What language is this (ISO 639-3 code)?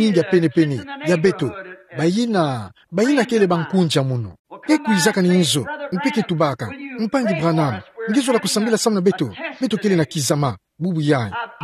ktu